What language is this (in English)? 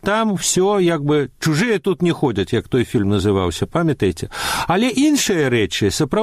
Belarusian